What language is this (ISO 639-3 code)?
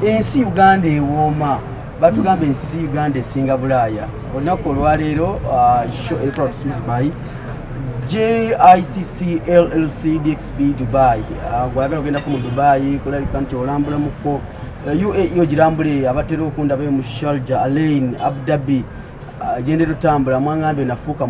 lug